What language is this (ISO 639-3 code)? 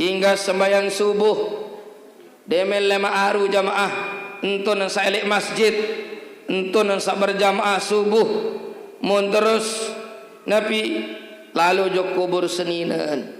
sas